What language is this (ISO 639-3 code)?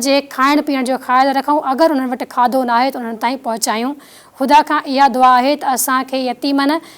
snd